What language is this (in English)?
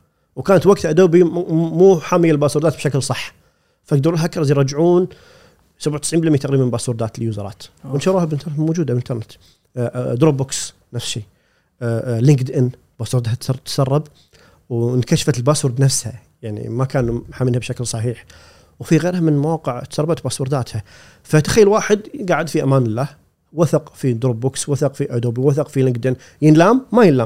Gulf Arabic